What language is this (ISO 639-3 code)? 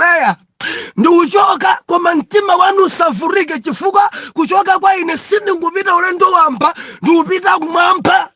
nya